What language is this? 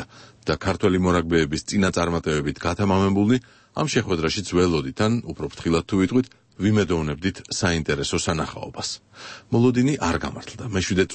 Georgian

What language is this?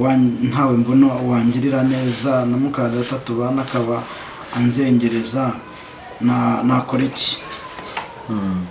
Kinyarwanda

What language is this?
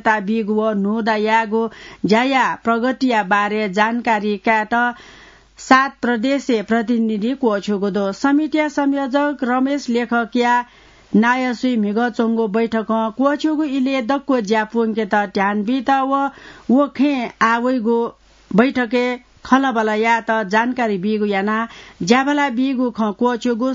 Newari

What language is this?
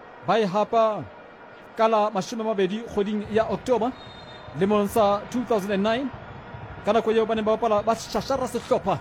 Southern Sotho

